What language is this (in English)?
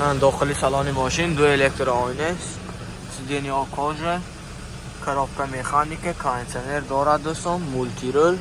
Tajik